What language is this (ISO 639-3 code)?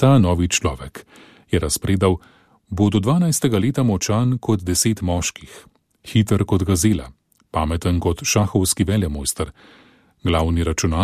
slv